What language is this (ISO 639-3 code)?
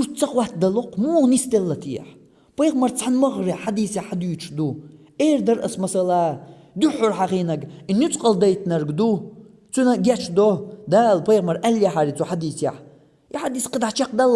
che